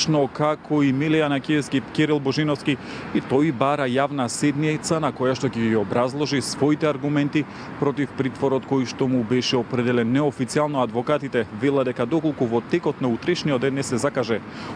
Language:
Macedonian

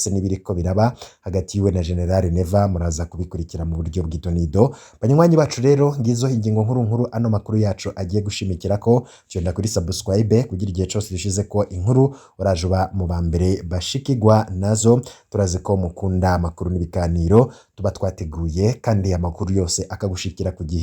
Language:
Rundi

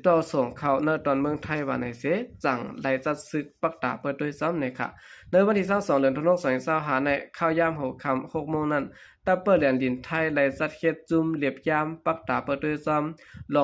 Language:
Shan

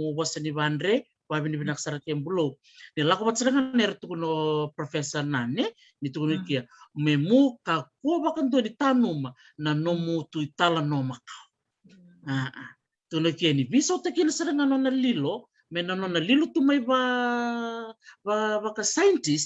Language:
Fijian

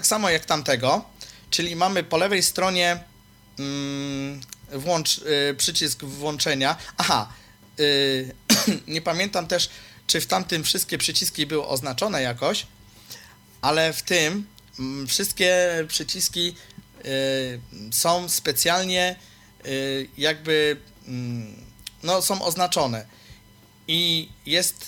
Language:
Polish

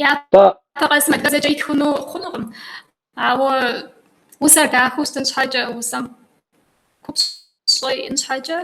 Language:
Kabardian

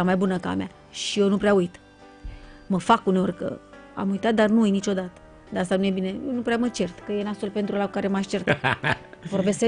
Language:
Romanian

